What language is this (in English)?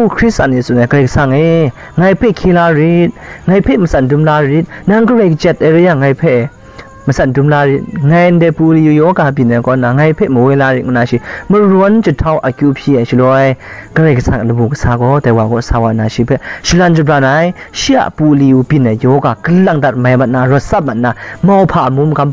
Kachin